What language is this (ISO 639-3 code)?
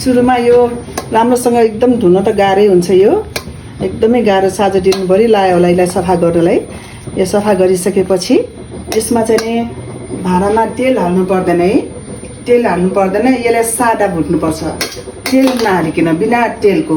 nep